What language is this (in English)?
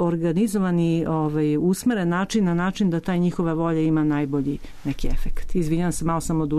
Serbian